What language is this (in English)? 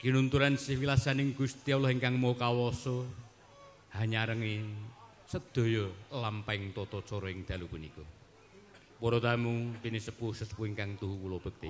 Javanese